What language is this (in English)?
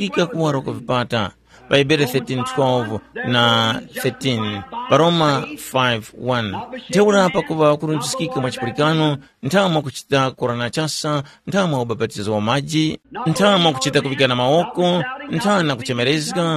Tumbuka